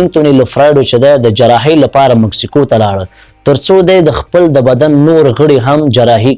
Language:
Pashto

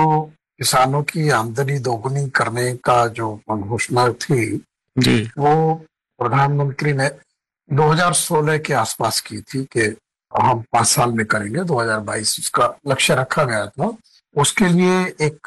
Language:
Hindi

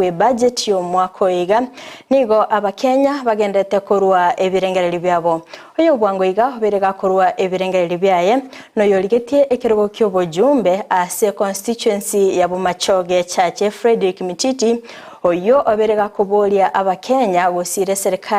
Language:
Gusii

